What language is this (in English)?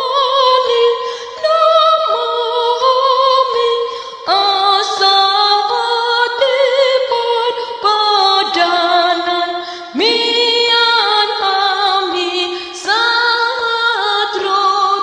Batak Toba